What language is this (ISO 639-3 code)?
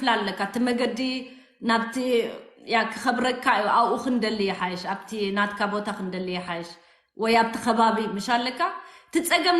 tir